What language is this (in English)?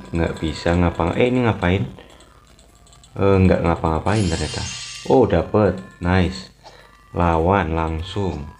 Indonesian